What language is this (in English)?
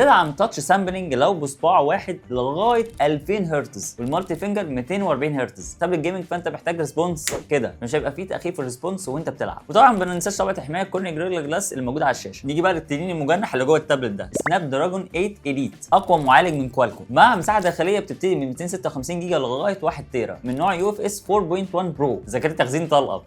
Egyptian Arabic